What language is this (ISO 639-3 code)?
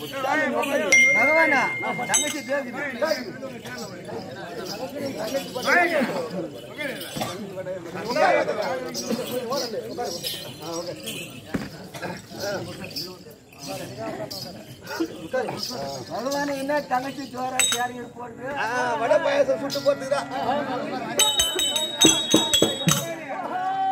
tam